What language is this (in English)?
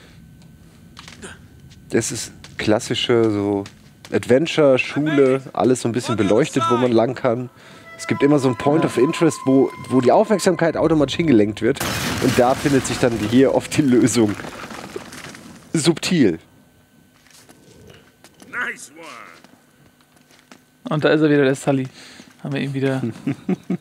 German